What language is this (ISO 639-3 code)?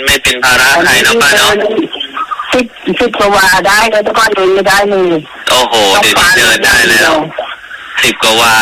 tha